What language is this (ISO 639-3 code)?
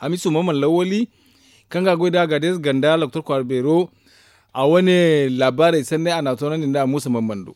dje